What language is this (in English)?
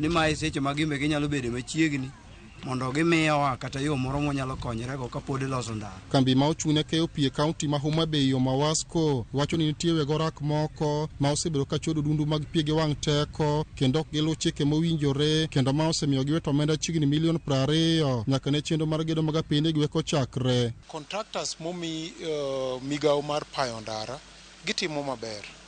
Luo (Kenya and Tanzania)